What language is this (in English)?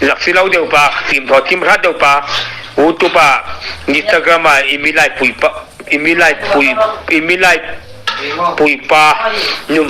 Hmar